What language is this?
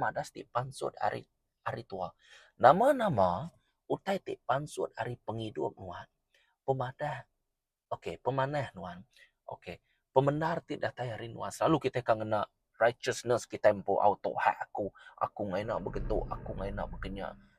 Iban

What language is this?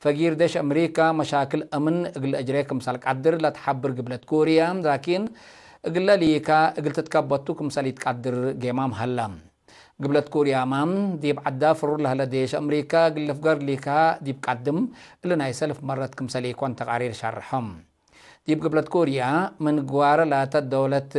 Tigre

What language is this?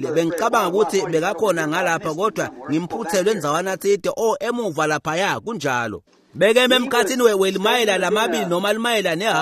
Swati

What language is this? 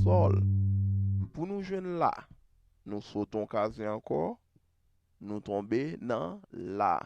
Haitian Creole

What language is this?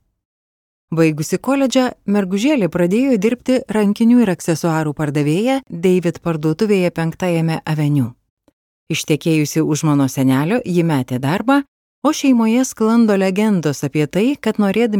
Lithuanian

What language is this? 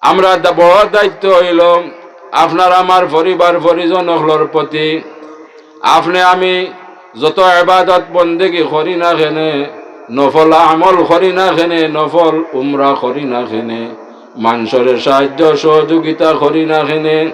Sylheti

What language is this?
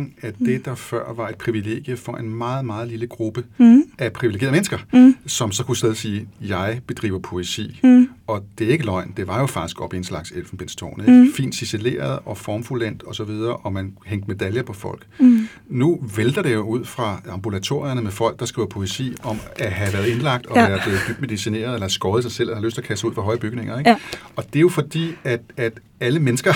Danish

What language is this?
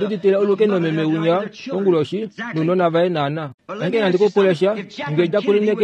Kuanyama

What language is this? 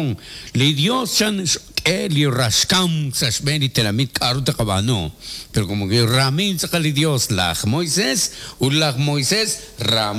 Kekchí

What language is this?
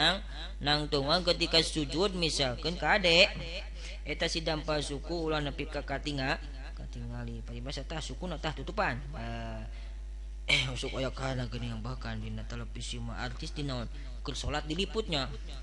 Sundanese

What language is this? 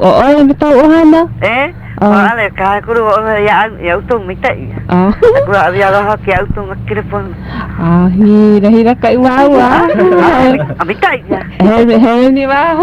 Hawaiian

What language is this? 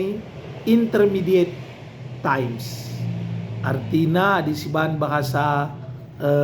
Batak Karo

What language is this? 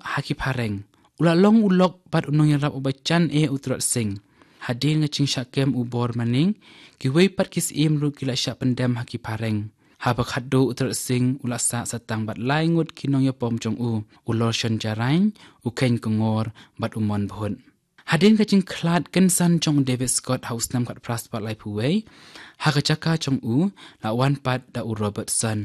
Khasi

